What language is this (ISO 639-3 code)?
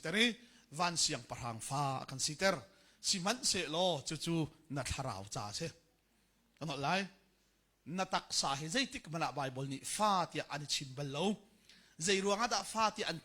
cnh